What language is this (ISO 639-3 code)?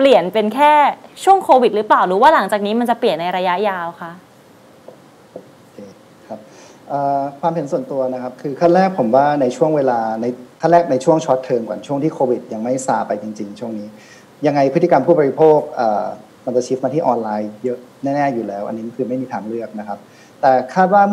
tha